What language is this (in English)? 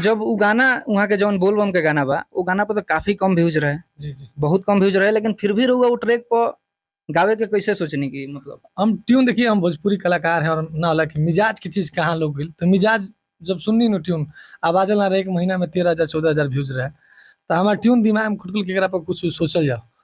Bhojpuri